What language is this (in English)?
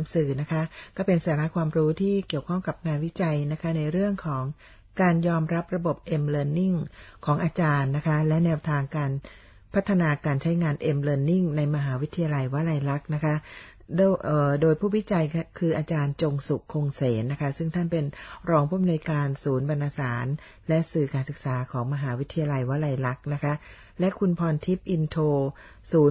Thai